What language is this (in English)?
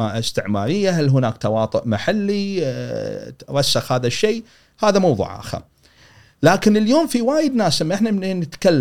Gulf Arabic